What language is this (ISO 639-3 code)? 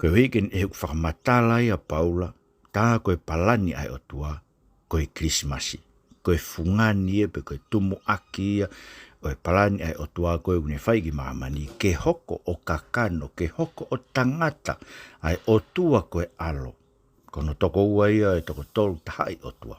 ton